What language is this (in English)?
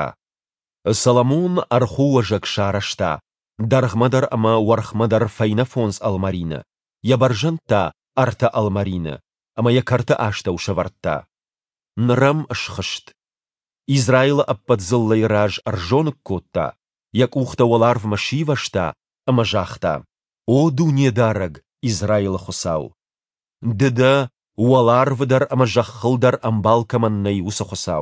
Ossetic